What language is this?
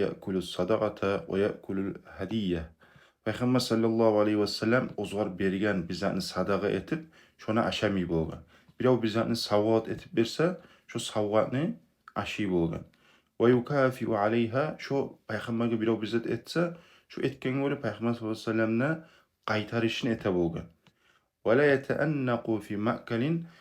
Kumyk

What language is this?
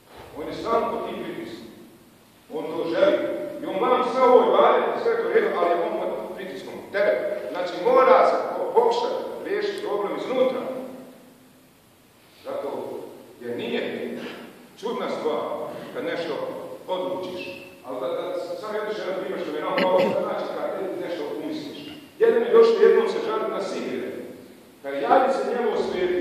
Bosnian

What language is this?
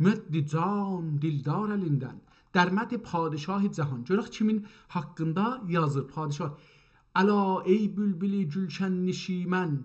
South Azerbaijani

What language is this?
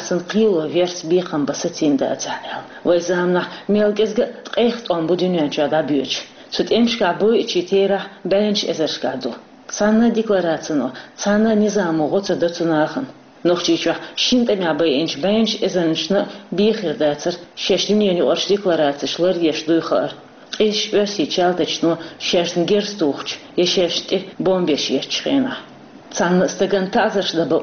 Chechen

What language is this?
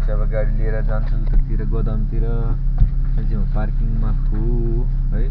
Nepali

